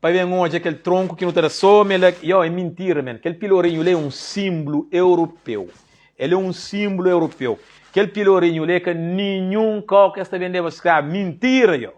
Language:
Kabuverdianu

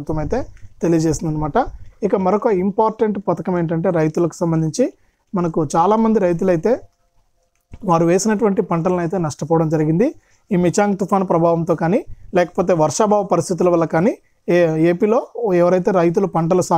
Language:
Telugu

